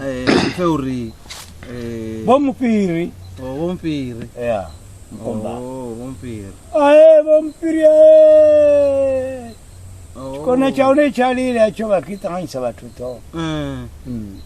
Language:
Venda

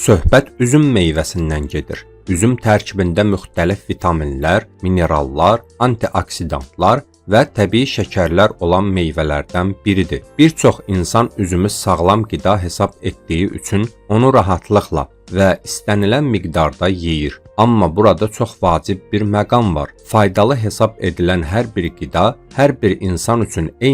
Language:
Azerbaijani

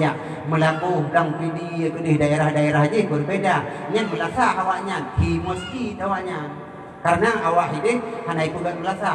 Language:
Achinese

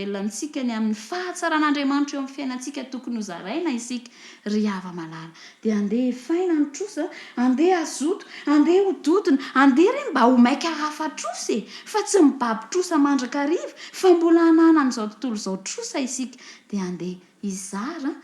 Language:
Malagasy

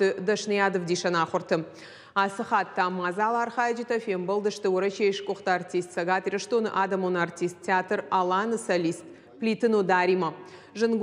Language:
Ossetic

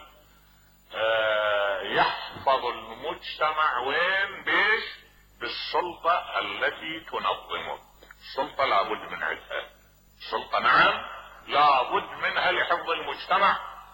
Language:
Mesopotamian Arabic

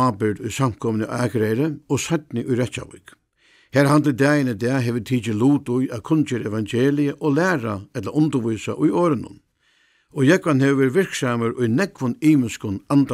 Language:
Faroese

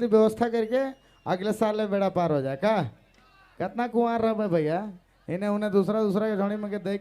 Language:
Sadri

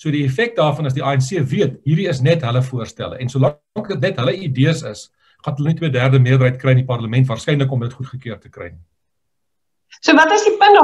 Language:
Afrikaans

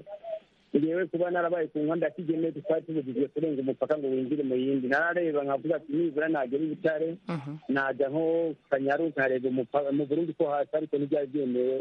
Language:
Kinyarwanda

